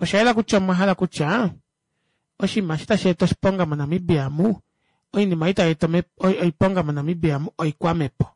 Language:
Kuanyama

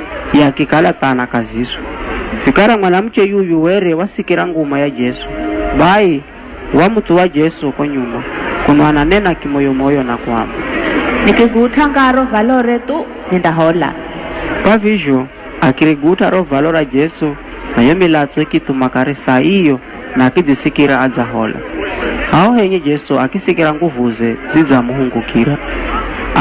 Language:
Giryama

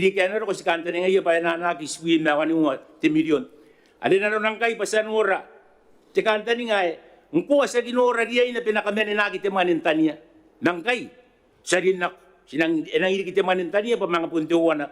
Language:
Gilbertese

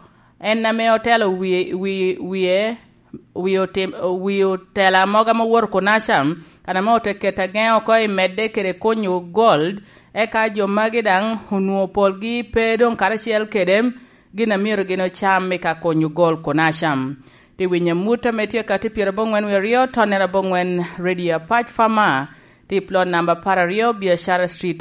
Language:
Lango (Uganda)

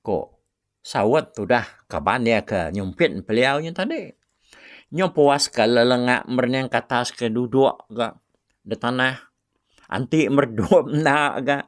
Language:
Iban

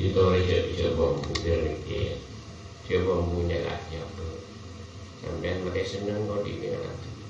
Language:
Madurese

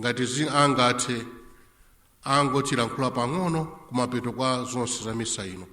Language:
Nyanja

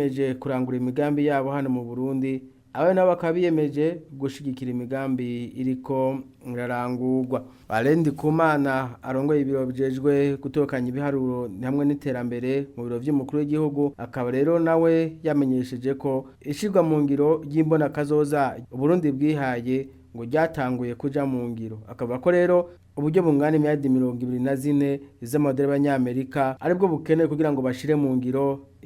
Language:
Rundi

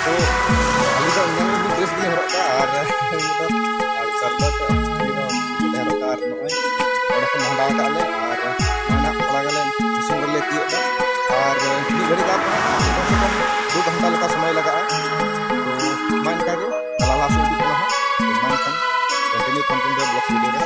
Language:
Santali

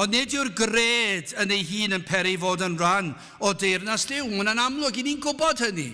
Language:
Welsh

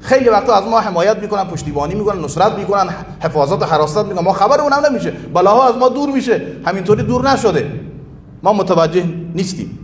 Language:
Persian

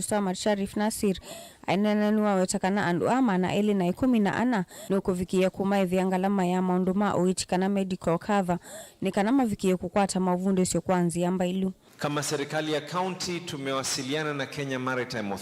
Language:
Kamba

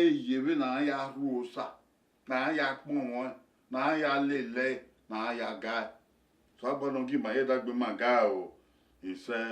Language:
Bini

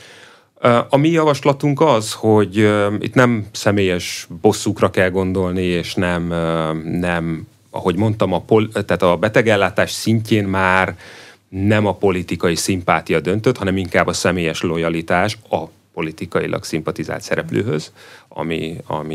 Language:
Hungarian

